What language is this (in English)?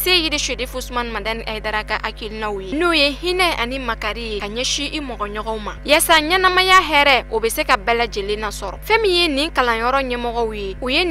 Bambara